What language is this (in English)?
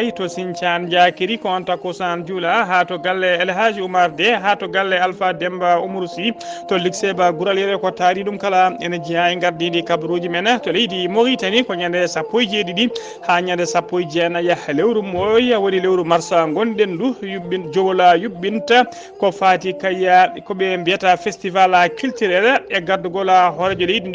Fula